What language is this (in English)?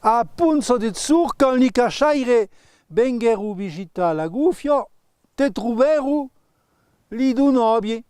Occitan